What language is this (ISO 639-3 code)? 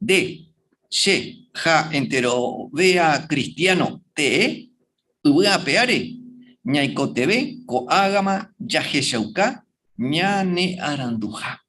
grn